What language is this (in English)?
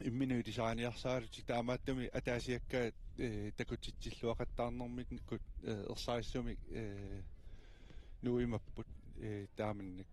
Kalaallisut